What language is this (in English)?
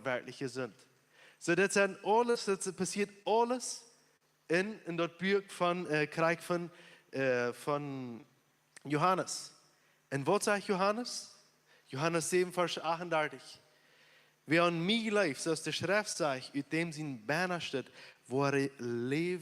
Plautdietsch